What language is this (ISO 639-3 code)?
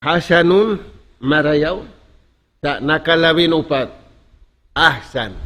tsg